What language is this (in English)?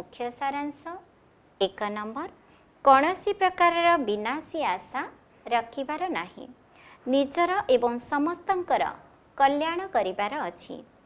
Odia